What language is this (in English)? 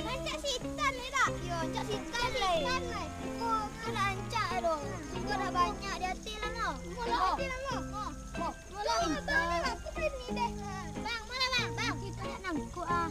Minangkabau